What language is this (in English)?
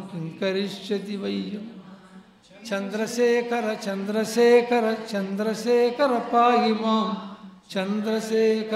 Telugu